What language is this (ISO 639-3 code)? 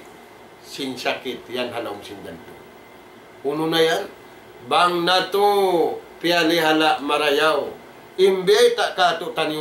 tsg